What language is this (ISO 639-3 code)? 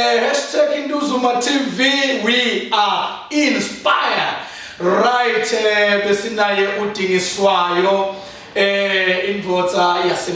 zul